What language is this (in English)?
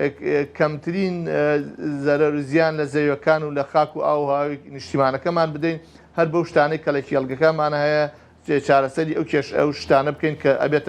Central Kurdish